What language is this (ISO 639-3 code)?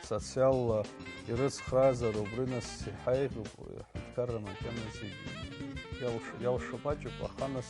abk